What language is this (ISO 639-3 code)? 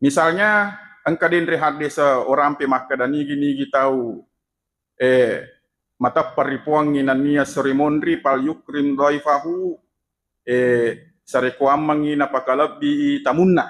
bug